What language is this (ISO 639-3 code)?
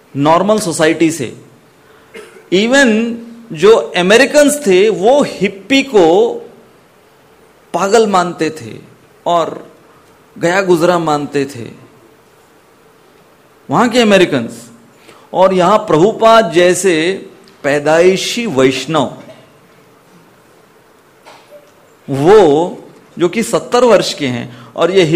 hin